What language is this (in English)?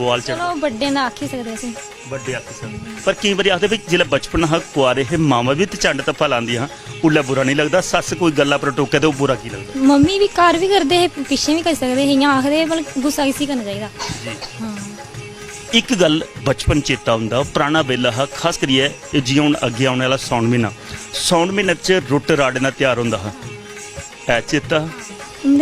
Dogri